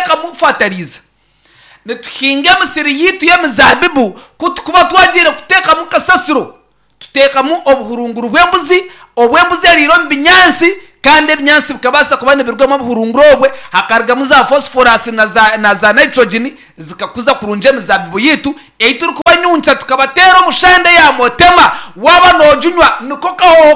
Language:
Nyankole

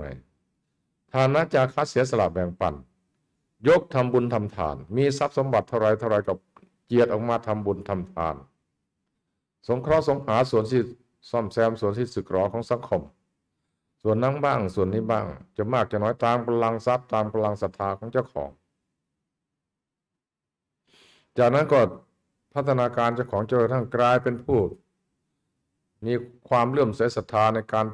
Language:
Thai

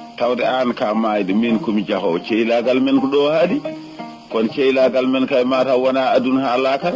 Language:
Fula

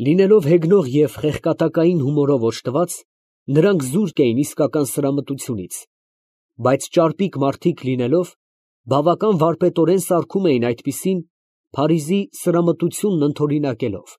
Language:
Armenian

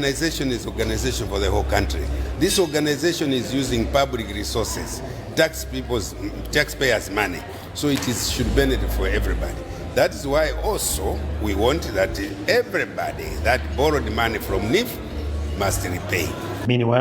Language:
English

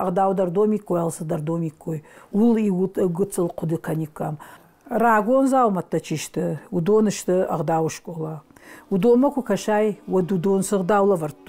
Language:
Ossetic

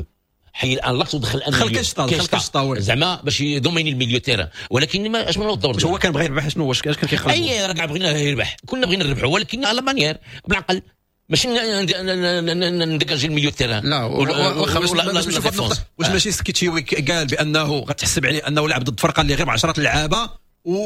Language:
Moroccan Arabic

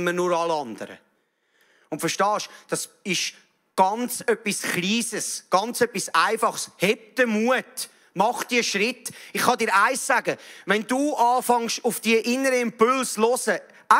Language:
Swiss German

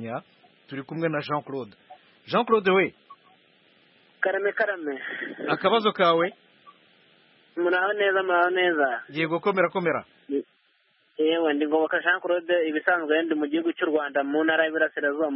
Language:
Kinyarwanda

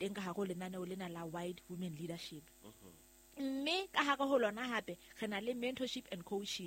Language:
Southern Sotho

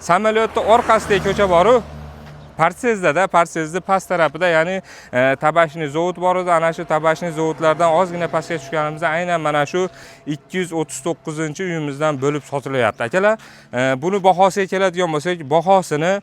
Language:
Uzbek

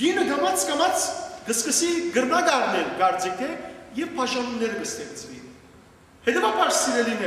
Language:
Western Armenian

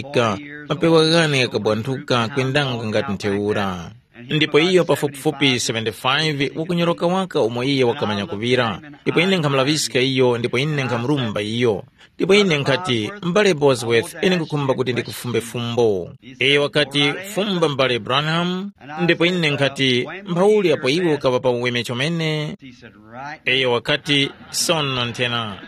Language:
Tumbuka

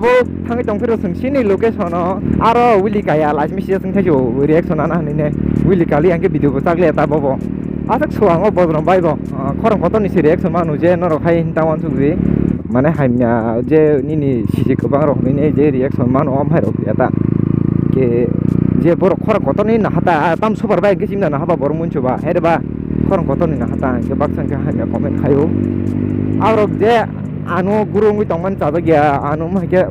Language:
Kok Borok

